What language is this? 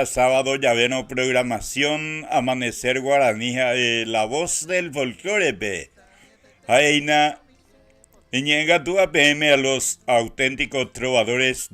Guarani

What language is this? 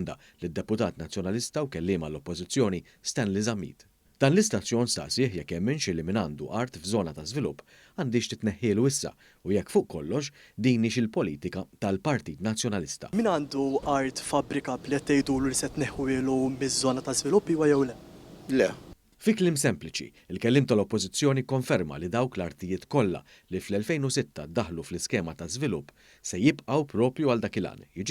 Maltese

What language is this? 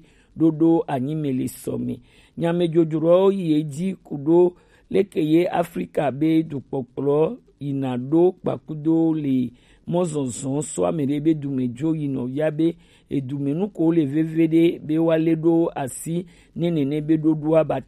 Gen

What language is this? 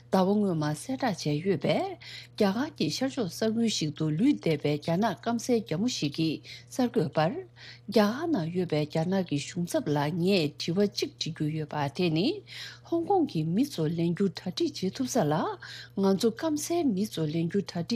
Tibetan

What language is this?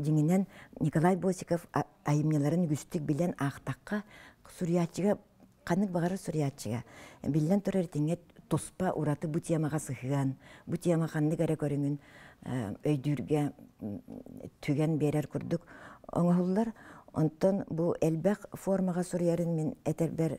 Yakut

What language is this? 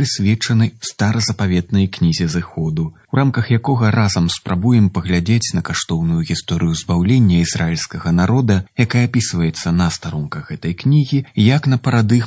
Belarusian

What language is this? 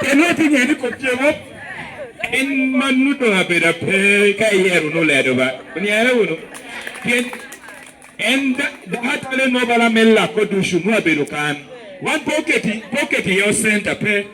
Lango (Uganda)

